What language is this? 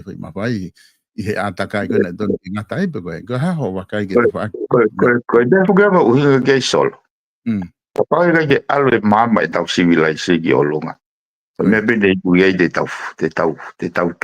Tongan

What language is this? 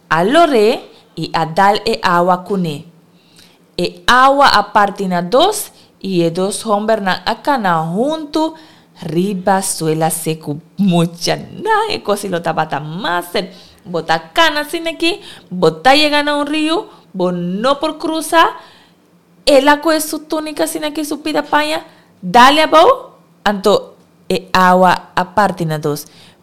Papiamento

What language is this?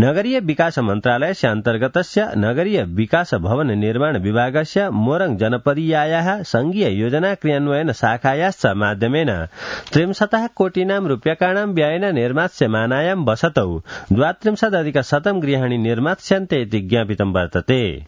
Sanskrit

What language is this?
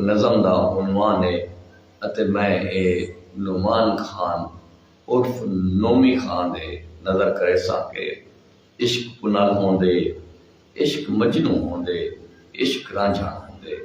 Saraiki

